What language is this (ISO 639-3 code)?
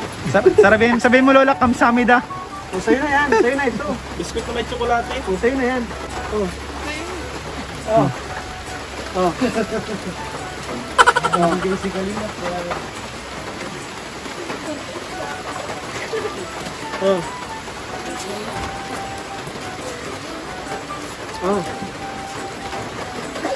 fil